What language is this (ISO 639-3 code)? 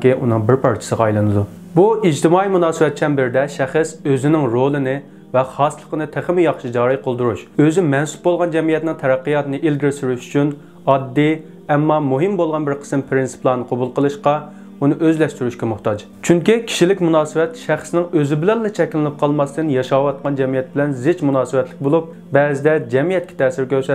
uig